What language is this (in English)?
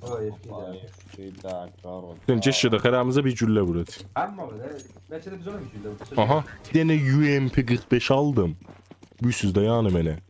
South Azerbaijani